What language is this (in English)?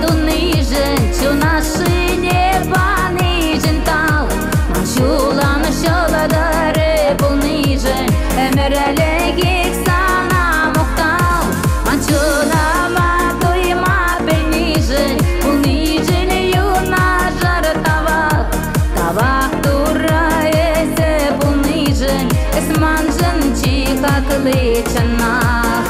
Chuvash